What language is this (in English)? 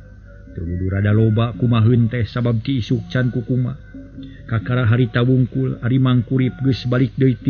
Sundanese